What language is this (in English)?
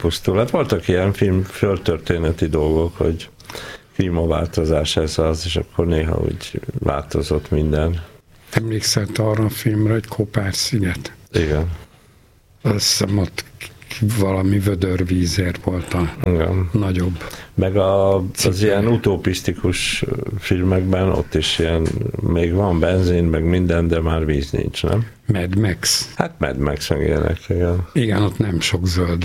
Hungarian